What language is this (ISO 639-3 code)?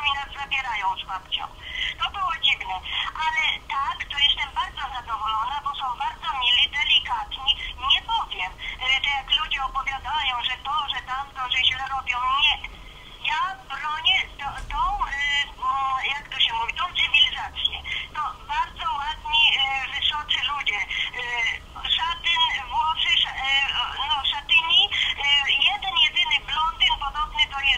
pol